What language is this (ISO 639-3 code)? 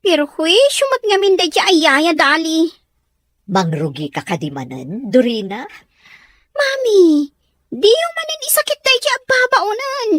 ilo